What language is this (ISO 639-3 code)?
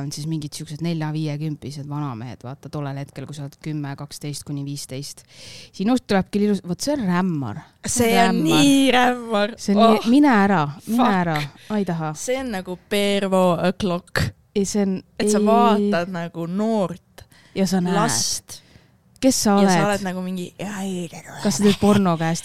est